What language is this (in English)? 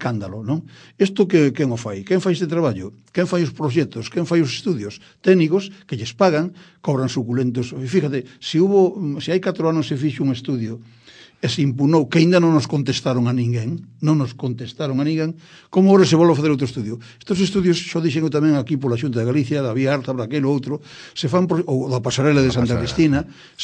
Galician